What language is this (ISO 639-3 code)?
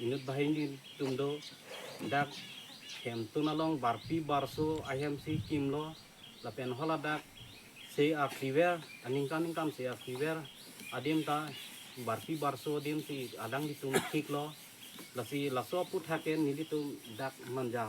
mjw